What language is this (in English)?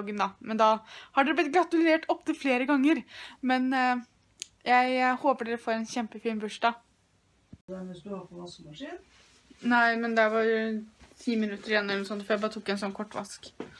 Norwegian